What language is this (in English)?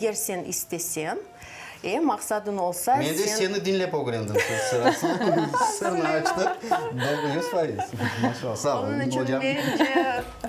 Crimean Tatar